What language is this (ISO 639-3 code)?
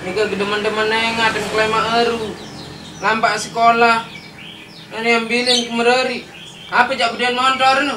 sas